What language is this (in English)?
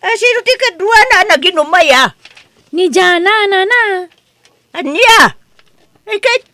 Iloko